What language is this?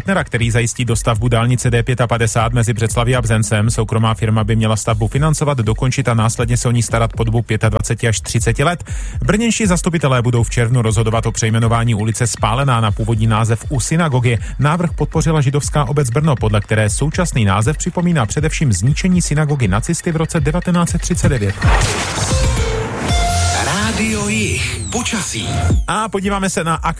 Czech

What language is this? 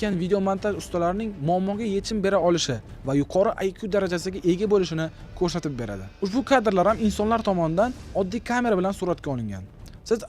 Uzbek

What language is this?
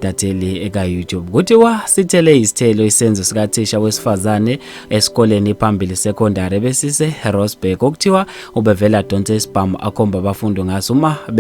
Zulu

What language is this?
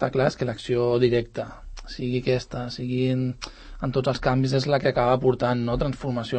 Catalan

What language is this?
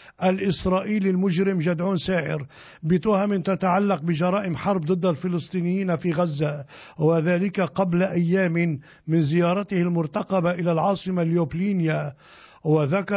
Arabic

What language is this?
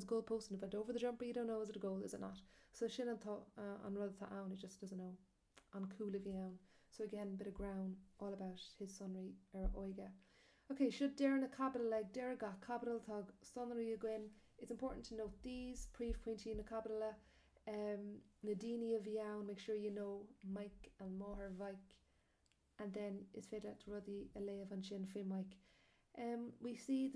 Irish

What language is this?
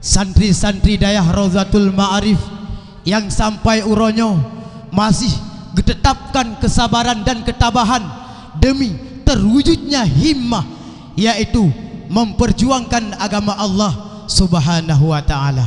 Achinese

